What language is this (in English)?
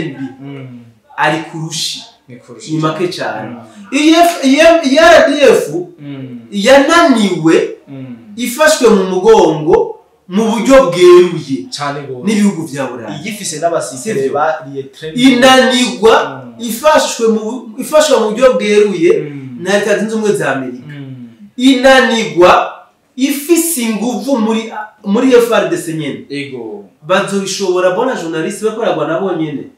Rundi